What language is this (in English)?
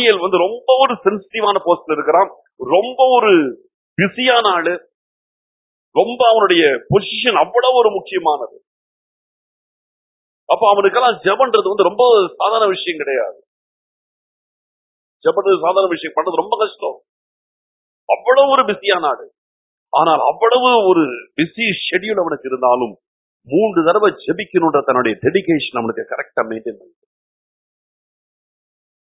Tamil